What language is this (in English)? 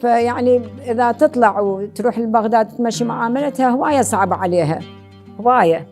Mesopotamian Arabic